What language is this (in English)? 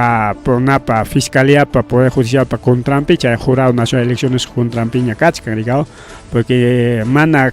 Ayacucho Quechua